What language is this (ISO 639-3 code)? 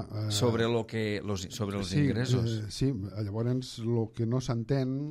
cat